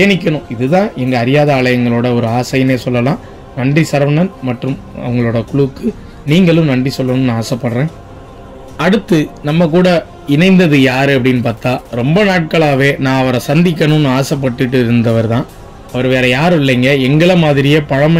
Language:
Tamil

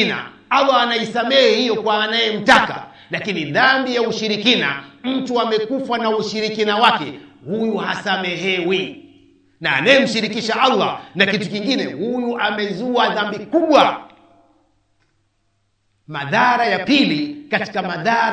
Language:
Swahili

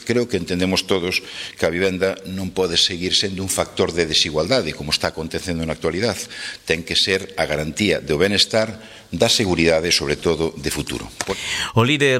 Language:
Galician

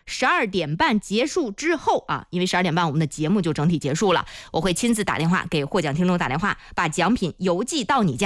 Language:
Chinese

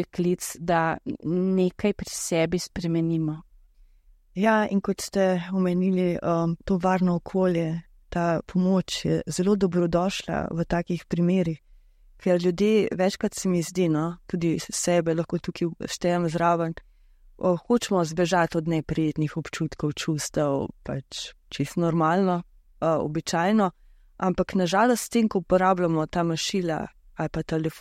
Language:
Slovenian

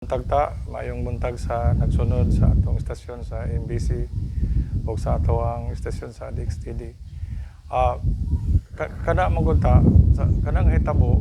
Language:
Cebuano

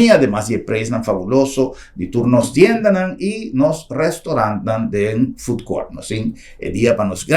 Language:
Papiamento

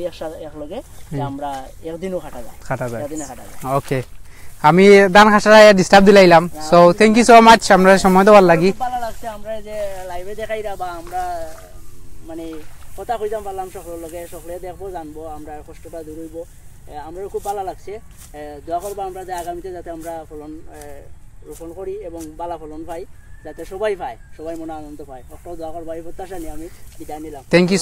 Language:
Sylheti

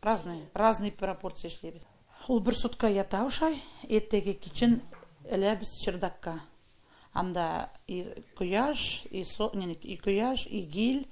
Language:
Tatar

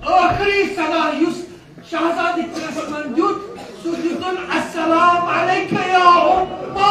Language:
Kashmiri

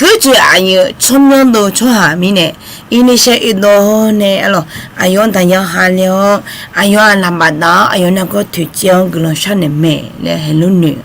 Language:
Akha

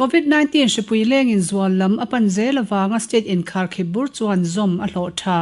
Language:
Mizo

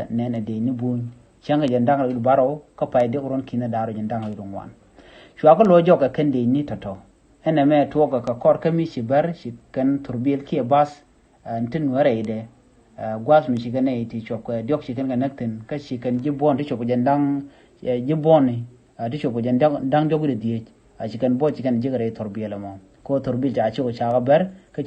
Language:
Nuer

